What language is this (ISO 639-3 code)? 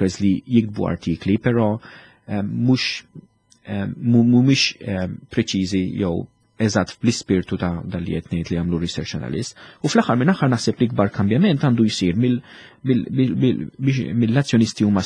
mlt